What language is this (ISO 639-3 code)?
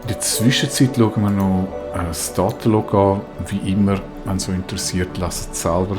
gsw